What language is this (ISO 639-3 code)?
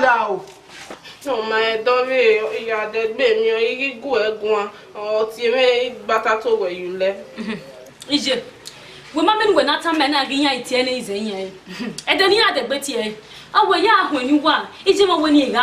bin